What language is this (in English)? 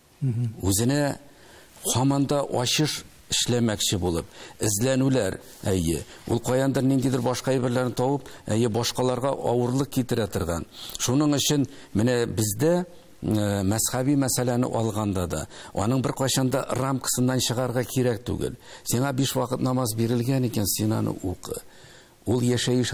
Tatar